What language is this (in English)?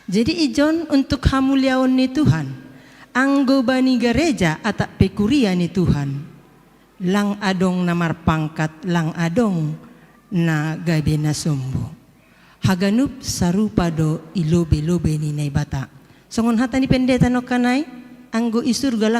Batak Simalungun